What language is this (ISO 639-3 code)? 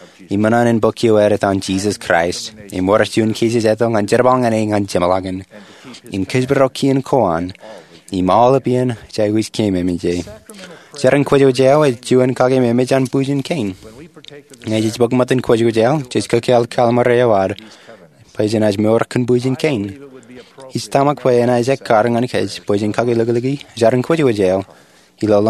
mah